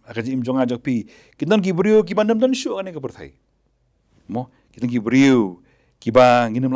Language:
Khasi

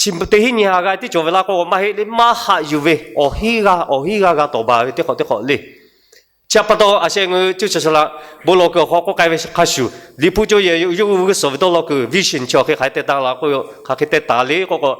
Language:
Lahu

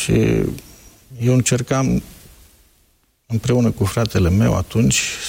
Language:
Romanian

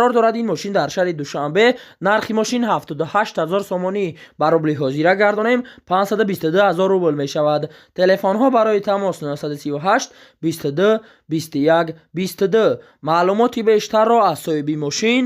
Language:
Tajik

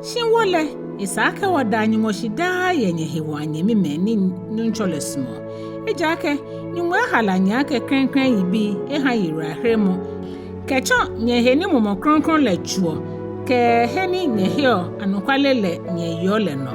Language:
Ga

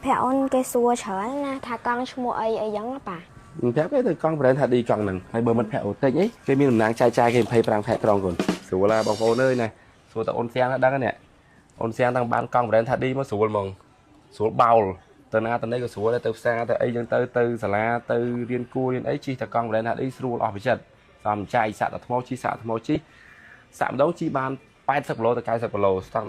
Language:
Khmer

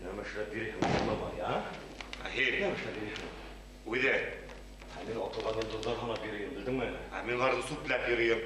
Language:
Bashkir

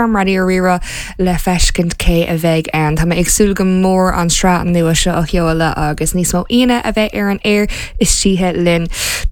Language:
Irish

